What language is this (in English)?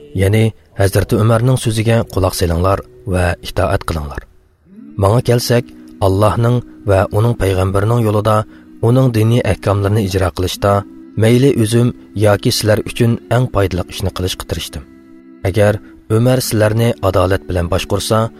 Uyghur